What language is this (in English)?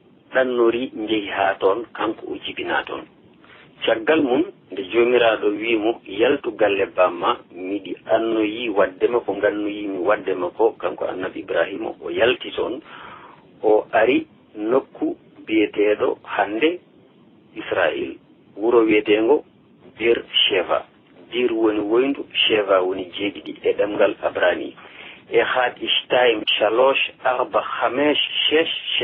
Fula